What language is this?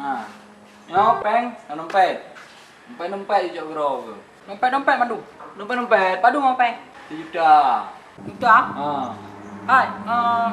Achinese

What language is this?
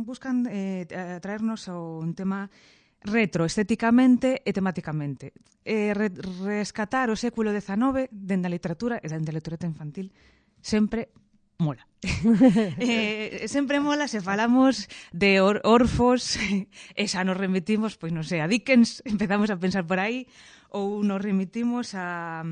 Galician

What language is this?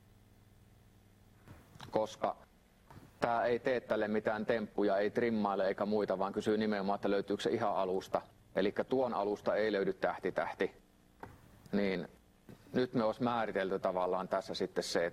Finnish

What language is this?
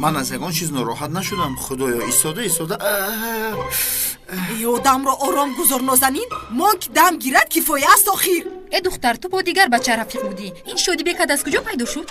Tajik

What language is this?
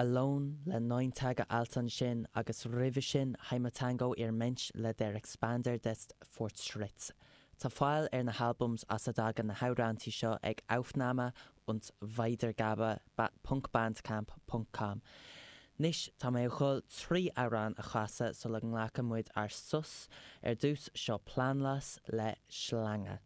Irish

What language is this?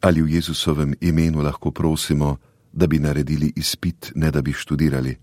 Slovenian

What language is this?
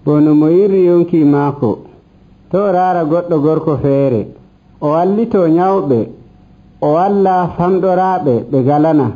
Nigerian Fulfulde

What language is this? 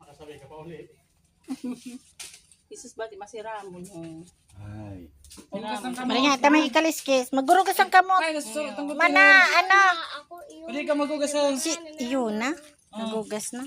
Bikol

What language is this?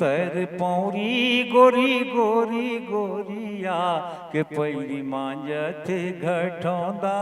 Chhattisgarhi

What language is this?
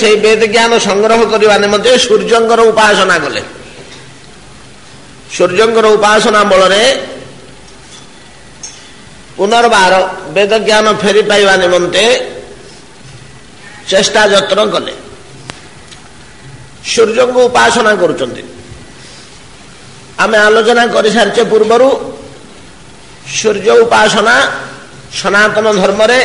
Odia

